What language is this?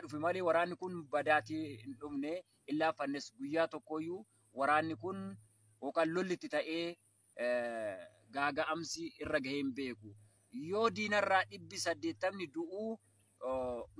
Oromo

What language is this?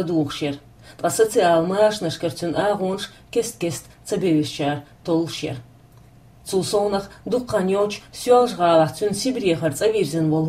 Chechen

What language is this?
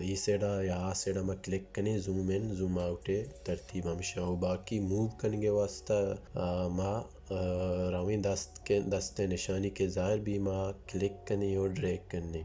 Baluchi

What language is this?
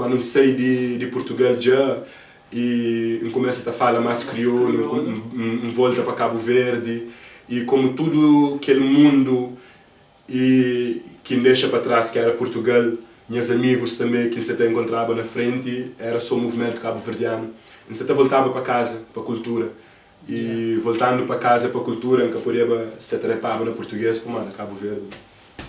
Kabuverdianu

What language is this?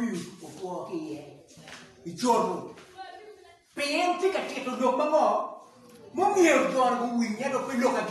Acoli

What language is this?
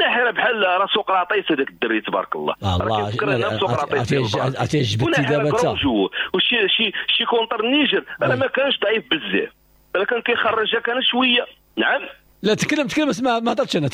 Moroccan Arabic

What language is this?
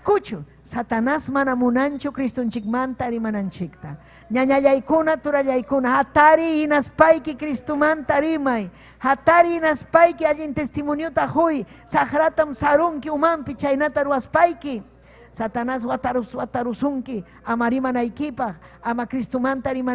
Ayacucho Quechua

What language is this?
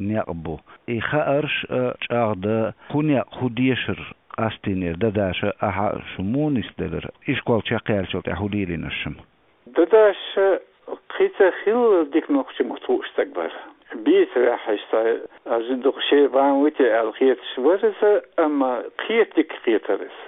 Chechen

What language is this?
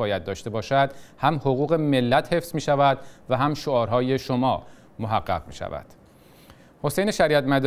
Persian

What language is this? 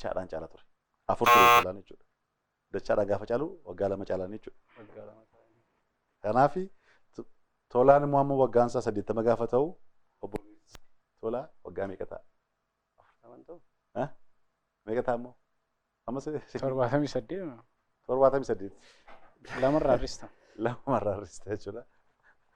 Oromo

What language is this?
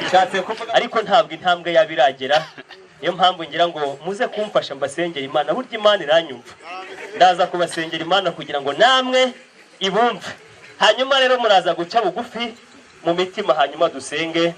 Kinyarwanda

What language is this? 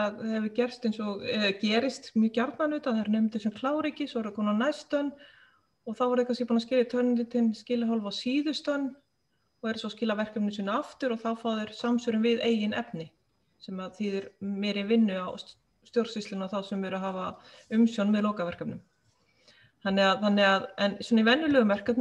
Icelandic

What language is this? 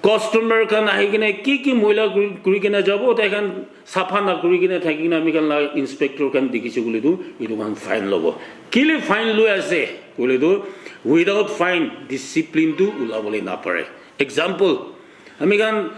Naga Pidgin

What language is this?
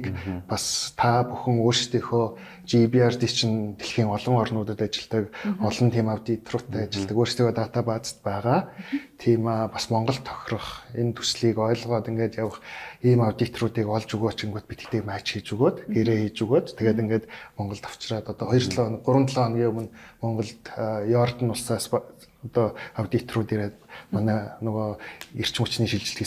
Mongolian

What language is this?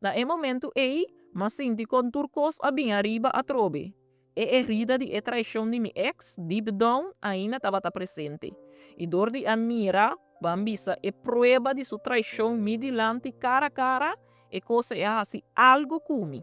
Papiamento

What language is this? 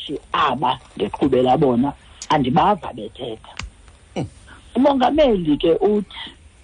Xhosa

